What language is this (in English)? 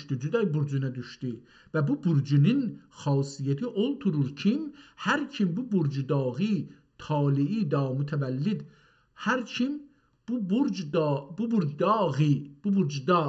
South Azerbaijani